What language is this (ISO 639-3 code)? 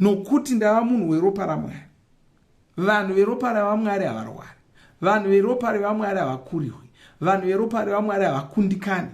sna